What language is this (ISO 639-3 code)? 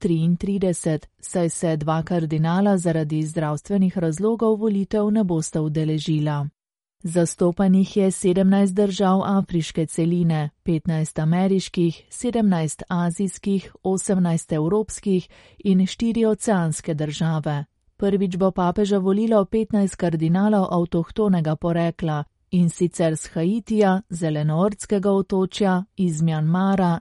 slv